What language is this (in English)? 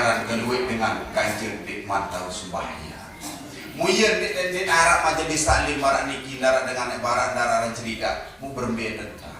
Sasak